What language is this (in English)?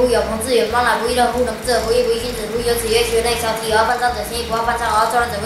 Literary Chinese